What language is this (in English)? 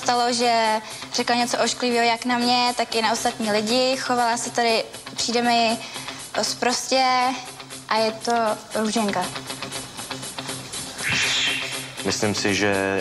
Czech